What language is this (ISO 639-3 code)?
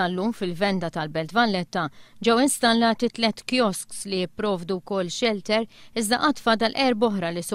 mlt